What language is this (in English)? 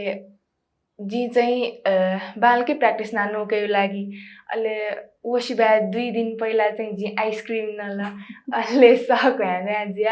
Newari